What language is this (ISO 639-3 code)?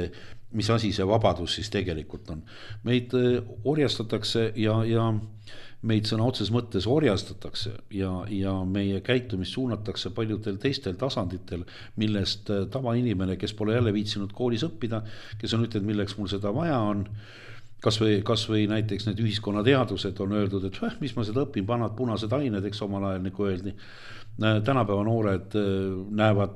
est